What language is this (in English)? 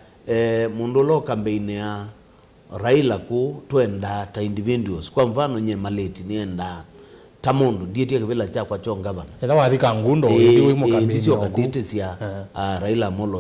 Kamba